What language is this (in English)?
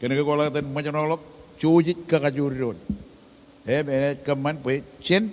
Marshallese